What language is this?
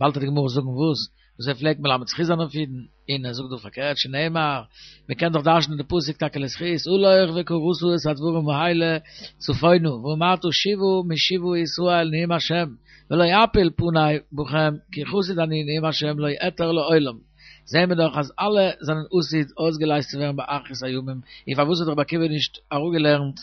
Yiddish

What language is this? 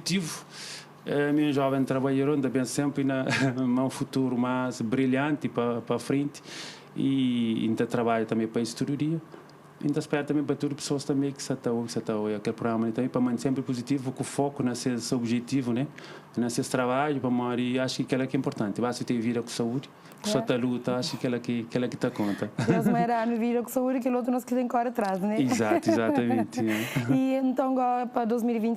Kabuverdianu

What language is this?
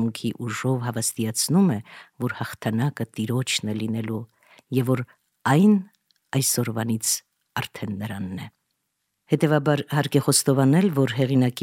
Armenian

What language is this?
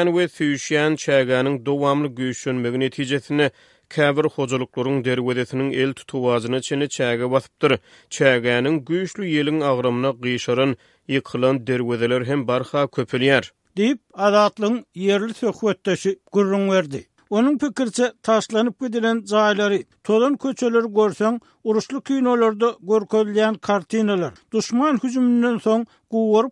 Turkmen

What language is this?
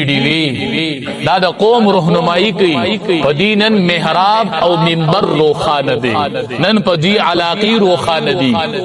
Pashto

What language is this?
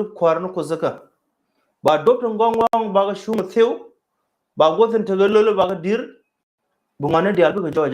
Nuer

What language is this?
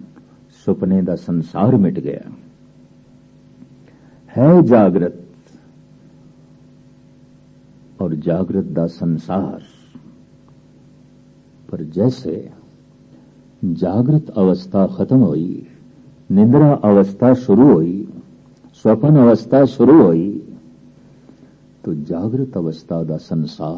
Punjabi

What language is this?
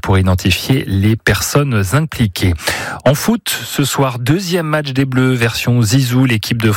French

